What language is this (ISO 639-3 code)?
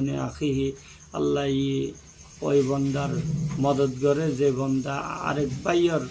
rhg